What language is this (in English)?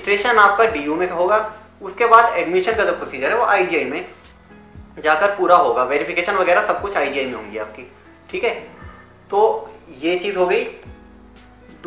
Hindi